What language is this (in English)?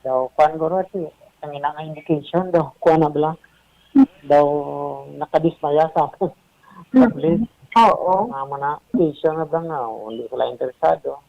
Hiligaynon